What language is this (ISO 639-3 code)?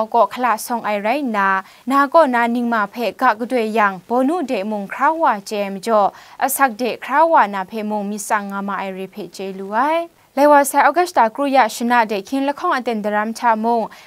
kac